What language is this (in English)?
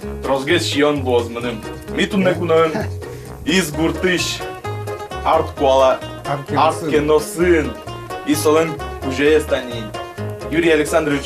Udmurt